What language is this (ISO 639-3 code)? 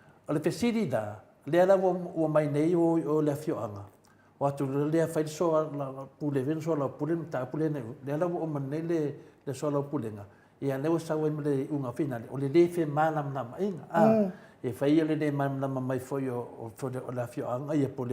smo